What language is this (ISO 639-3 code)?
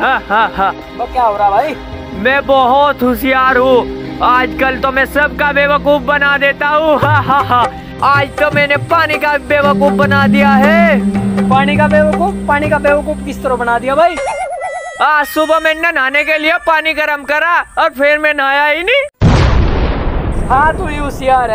hin